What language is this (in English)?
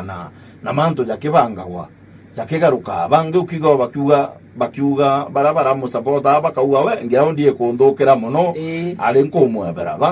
Meru